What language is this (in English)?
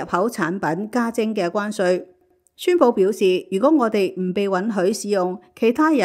Cantonese